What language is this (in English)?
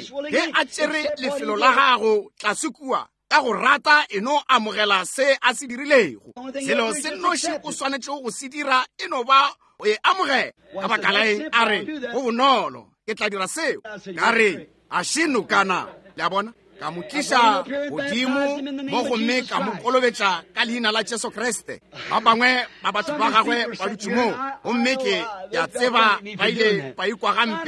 Northern Sotho